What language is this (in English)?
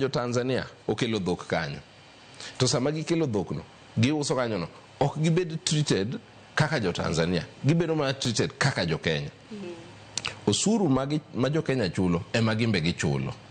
Luo (Kenya and Tanzania)